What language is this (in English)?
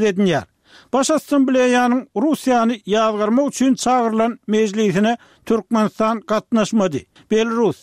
Turkmen